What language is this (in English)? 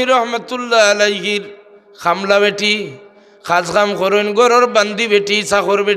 Sylheti